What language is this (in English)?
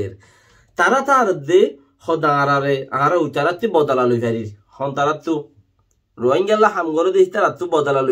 Rohingya